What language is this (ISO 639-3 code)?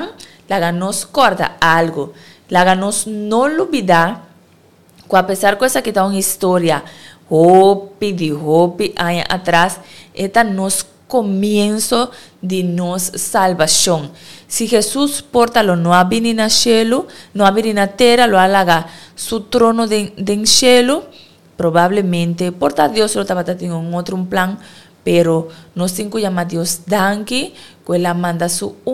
pap